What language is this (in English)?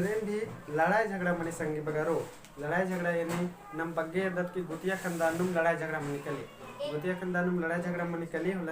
Kurukh